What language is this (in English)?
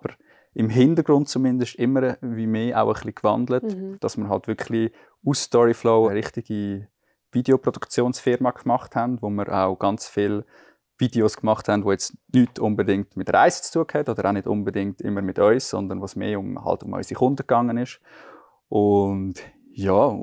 Swiss German